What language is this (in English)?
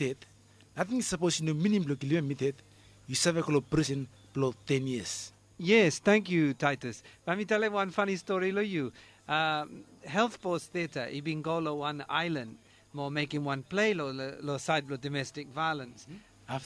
Bislama